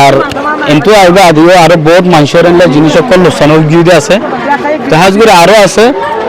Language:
Rohingya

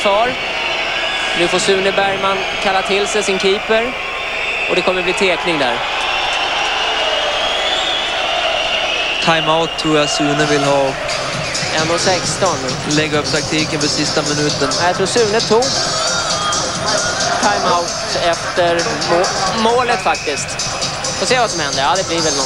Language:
Swedish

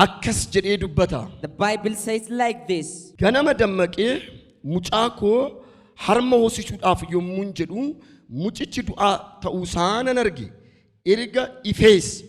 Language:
Oromo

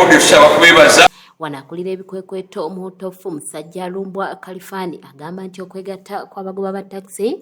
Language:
Ganda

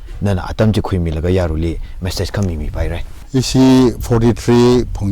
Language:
Tangkhul Naga (India)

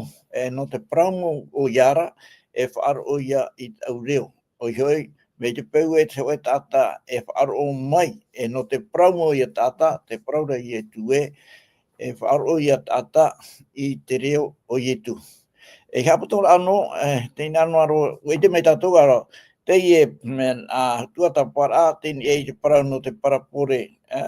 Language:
Tahitian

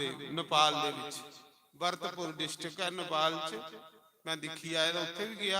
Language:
Dogri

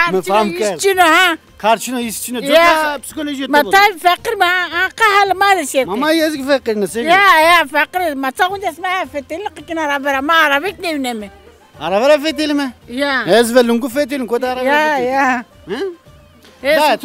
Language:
Zaza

